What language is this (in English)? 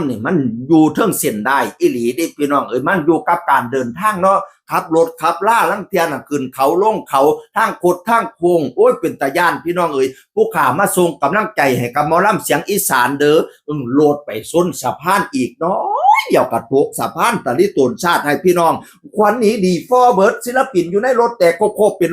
Northeastern Thai